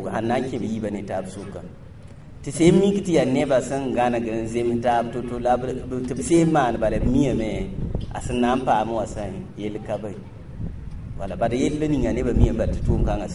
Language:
Mossi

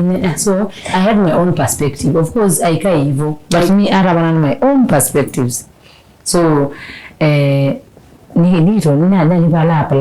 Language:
Masai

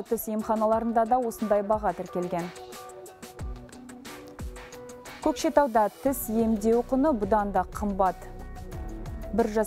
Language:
Kazakh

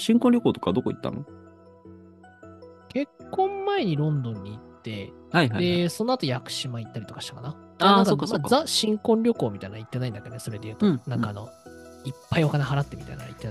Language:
Japanese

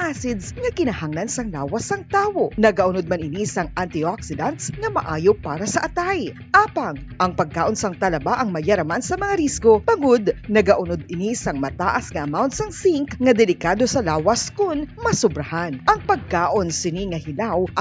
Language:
Hiligaynon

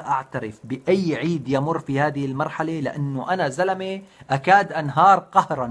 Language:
North Levantine Arabic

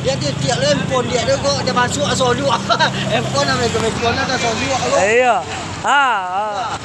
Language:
Minangkabau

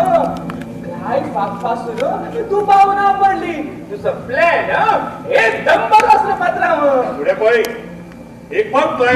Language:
Konkani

